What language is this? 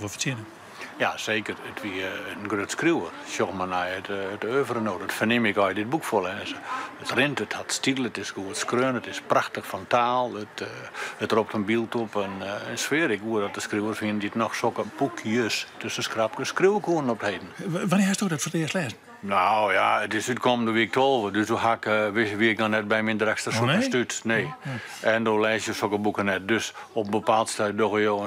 Western Frisian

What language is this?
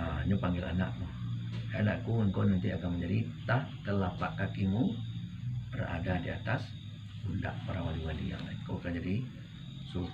Minangkabau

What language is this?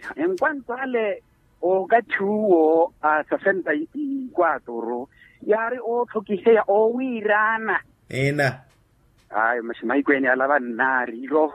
Makhuwa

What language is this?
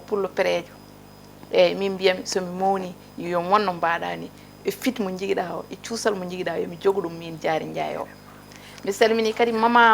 Fula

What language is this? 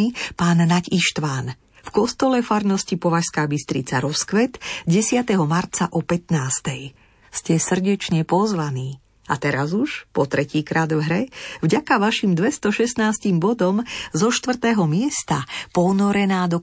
Slovak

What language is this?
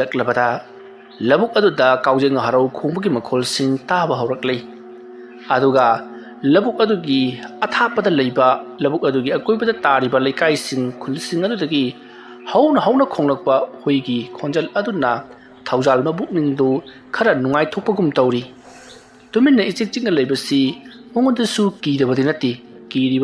Manipuri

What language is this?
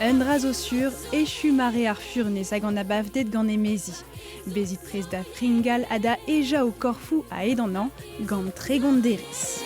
Breton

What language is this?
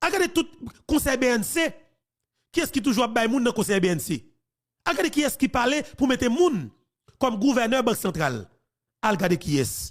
Haitian Creole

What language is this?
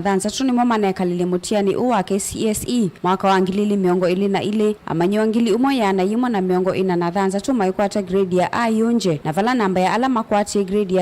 Kamba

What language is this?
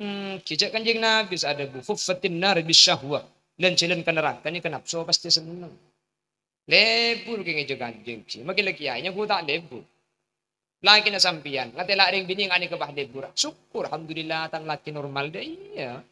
Madurese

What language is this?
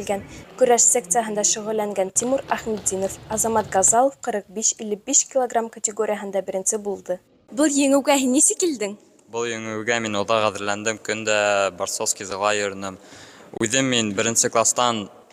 Bashkir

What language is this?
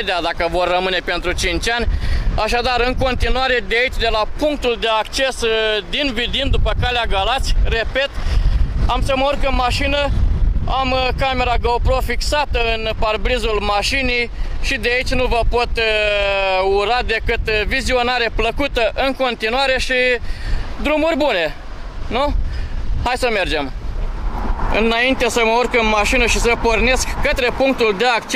Romanian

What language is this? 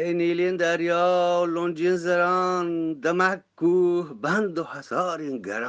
Eastern Balochi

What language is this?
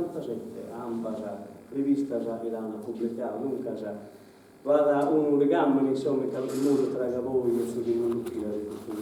Sardinian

